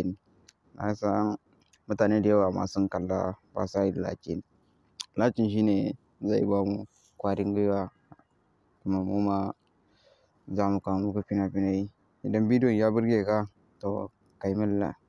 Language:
Hausa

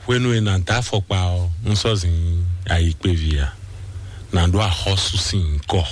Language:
Fon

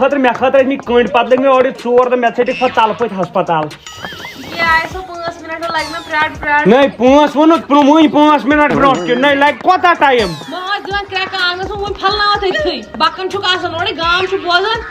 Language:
Kashmiri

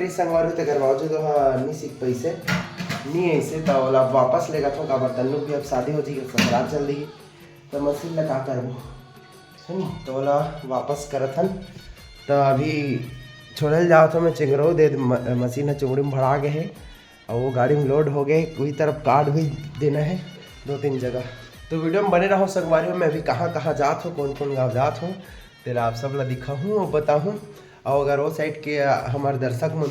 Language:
Chhattisgarhi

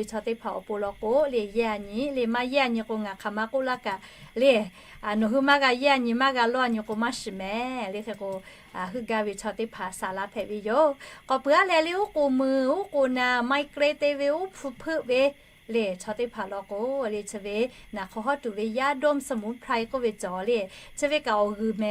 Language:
Lahu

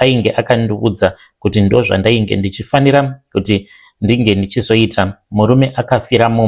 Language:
Shona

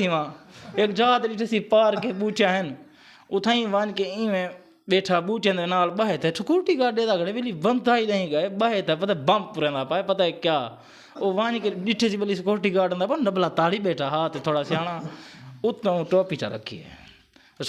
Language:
Saraiki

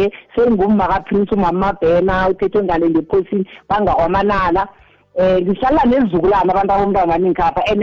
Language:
South Ndebele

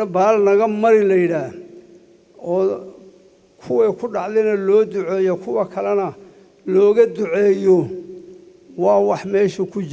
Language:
Somali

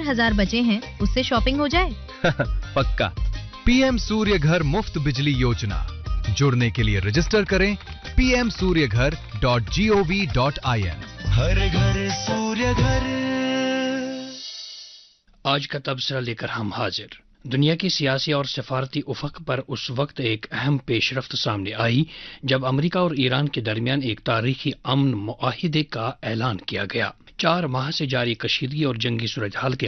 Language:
Urdu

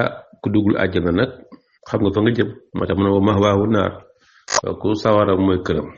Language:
Wolof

